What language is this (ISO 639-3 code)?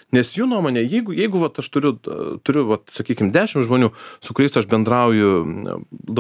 lit